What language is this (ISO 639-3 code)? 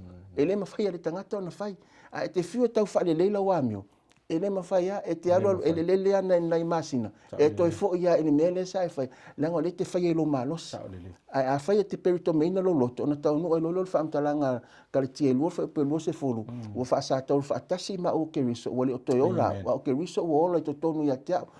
smo